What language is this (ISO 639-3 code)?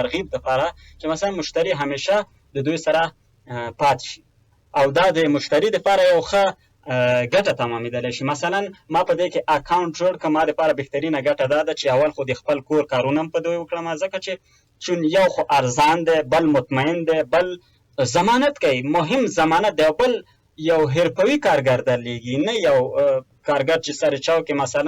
pus